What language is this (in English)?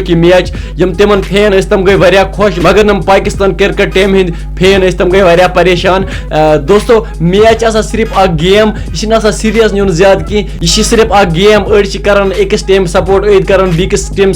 Kashmiri